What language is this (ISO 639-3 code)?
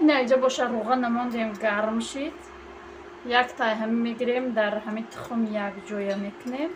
tgk